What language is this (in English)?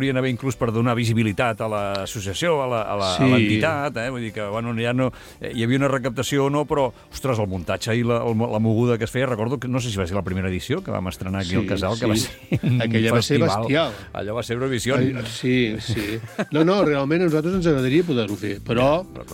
Catalan